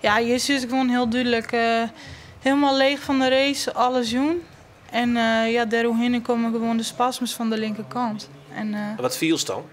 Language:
Western Frisian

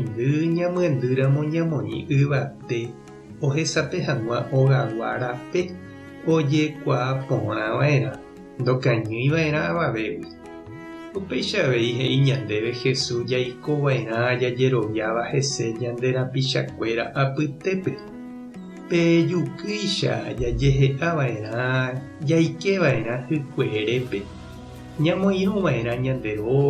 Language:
Guarani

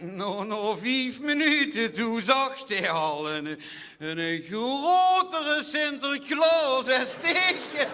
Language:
Limburgish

